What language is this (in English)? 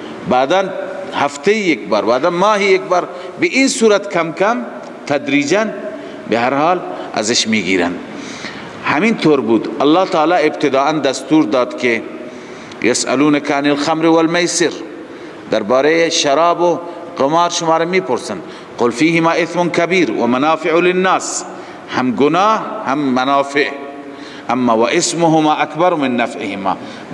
Persian